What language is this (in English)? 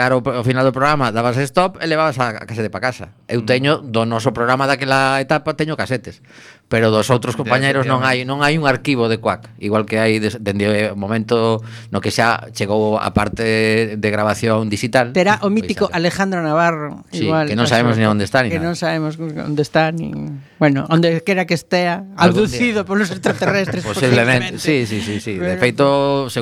Galician